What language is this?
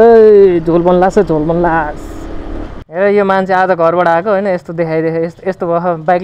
Nepali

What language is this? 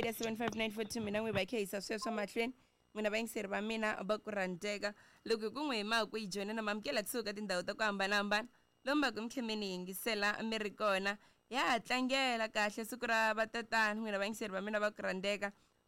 Tsonga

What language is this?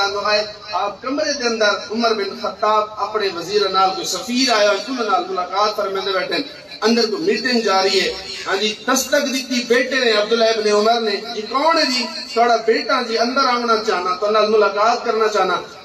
Saraiki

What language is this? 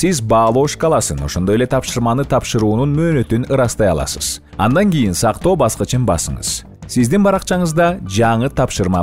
Kyrgyz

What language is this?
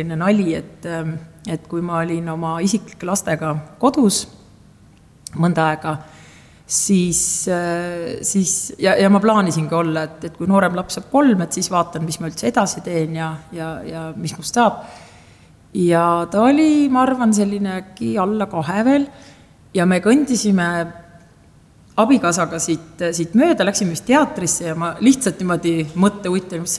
Estonian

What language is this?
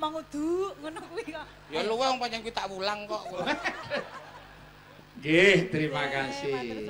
Javanese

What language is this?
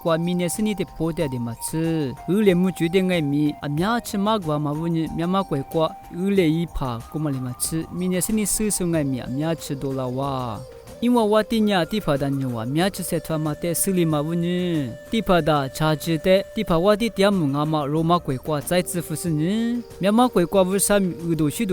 Lisu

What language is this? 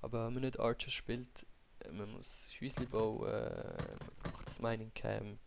Swiss German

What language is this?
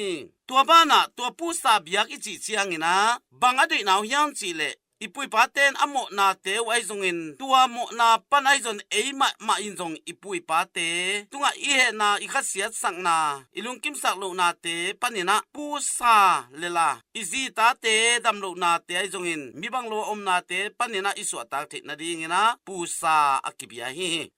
Tedim Chin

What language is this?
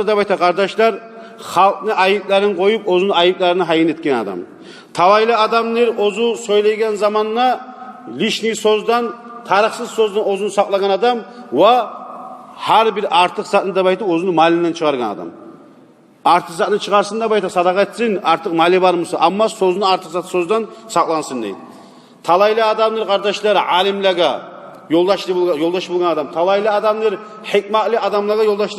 Kumyk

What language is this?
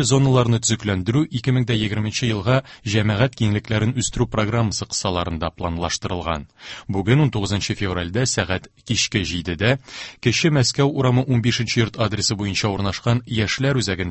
Tatar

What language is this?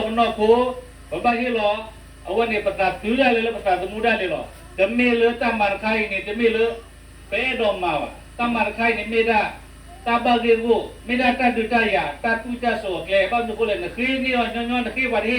S'gaw Karen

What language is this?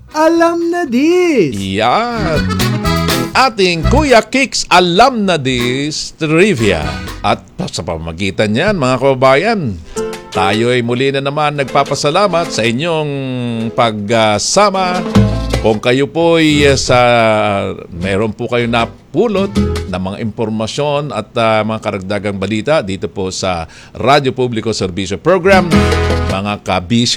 Filipino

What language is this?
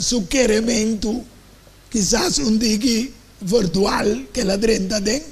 Papiamento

